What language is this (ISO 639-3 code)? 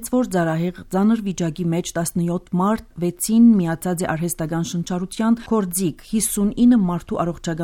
hye